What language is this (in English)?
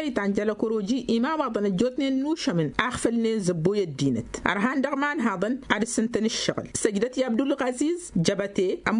Tamasheq